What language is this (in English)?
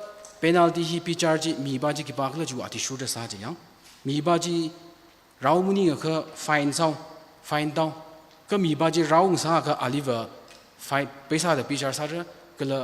Tangkhul Naga (India)